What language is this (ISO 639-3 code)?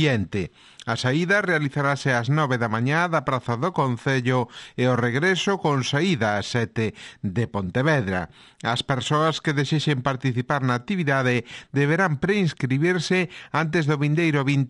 glg